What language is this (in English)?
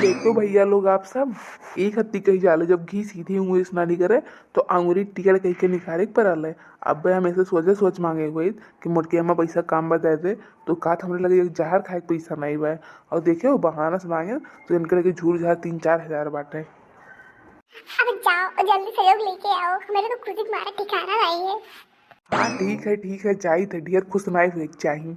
Awadhi